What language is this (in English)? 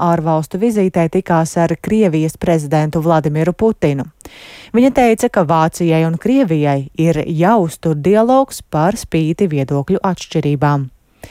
Latvian